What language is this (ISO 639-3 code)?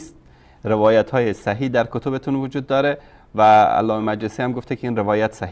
fas